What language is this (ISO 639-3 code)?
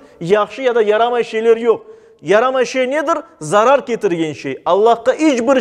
crh